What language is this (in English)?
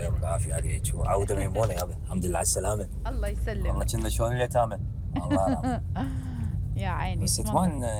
Mesopotamian Arabic